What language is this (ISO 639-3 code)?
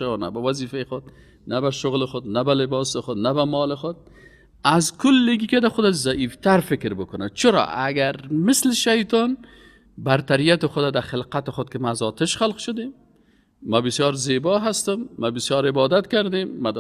fas